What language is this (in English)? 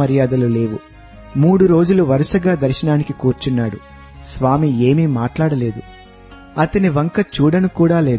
Telugu